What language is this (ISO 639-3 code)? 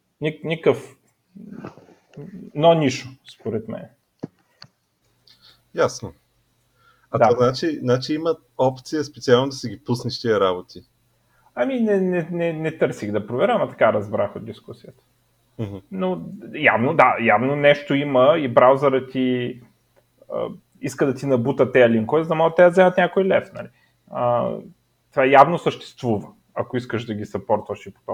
bul